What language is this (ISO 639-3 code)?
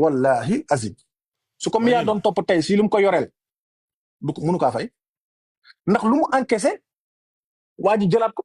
wol